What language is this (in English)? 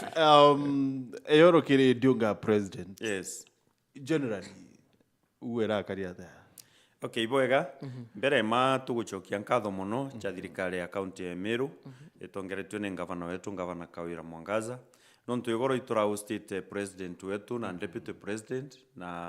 Meru